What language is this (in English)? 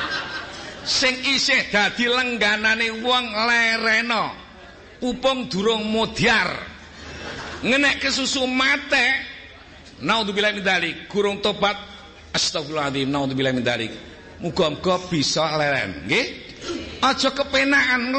Javanese